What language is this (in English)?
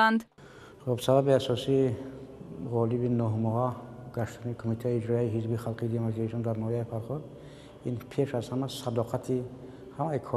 Tajik